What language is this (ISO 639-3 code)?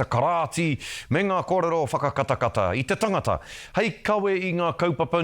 mri